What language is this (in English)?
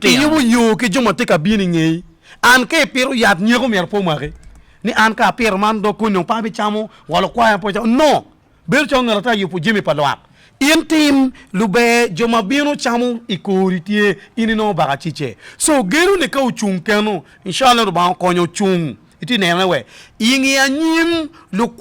Acoli